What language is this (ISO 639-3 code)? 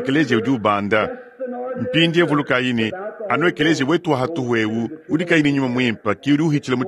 lua